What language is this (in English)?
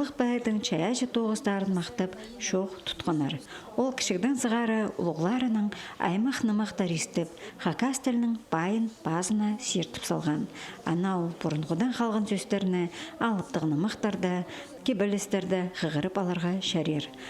Khakas